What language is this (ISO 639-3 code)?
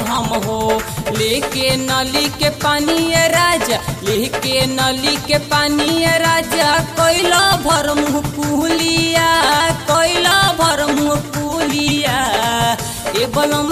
bho